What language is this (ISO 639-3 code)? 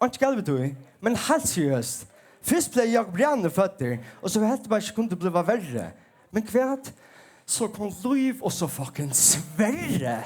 fao